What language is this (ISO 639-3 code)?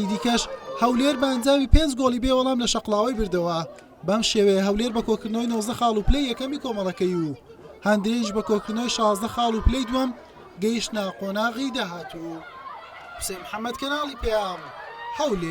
ckb